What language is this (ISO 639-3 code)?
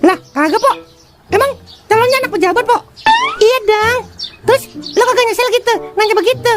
bew